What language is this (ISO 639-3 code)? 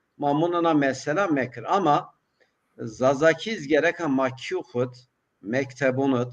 zza